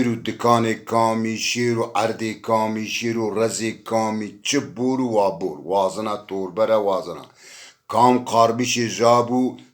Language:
Zaza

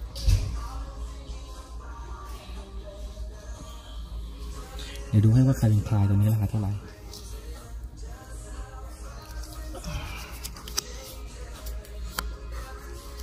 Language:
Thai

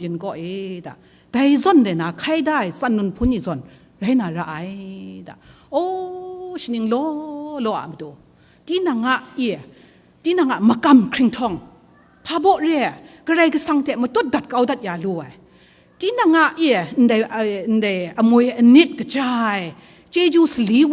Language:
Kachin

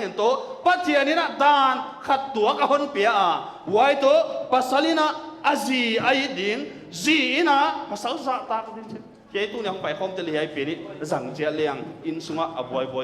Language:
Paite Chin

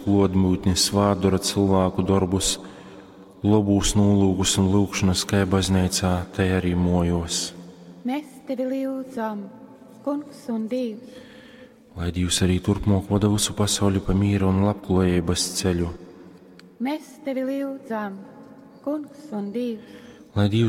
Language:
Latgalian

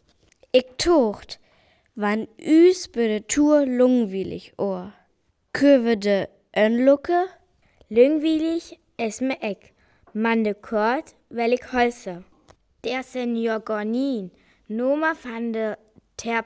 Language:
Northern Frisian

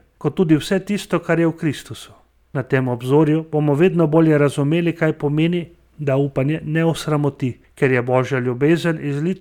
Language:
Slovenian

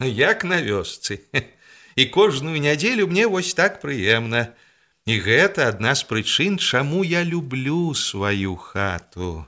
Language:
Belarusian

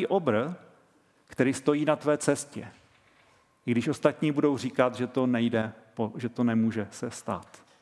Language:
Czech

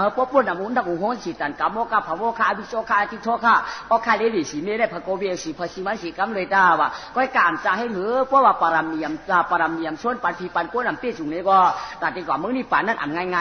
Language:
Shan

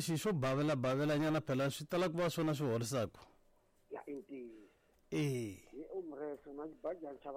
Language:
Tsonga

